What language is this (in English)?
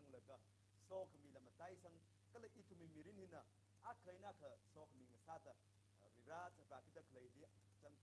Tangkhul Naga (India)